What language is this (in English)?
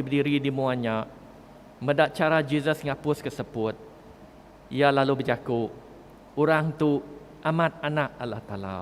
Iban